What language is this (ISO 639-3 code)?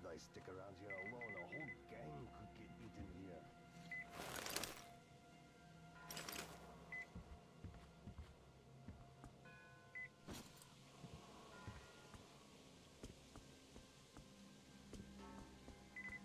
eng